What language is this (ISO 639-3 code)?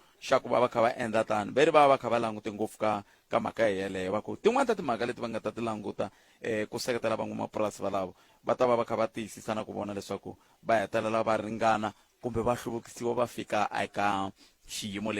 tso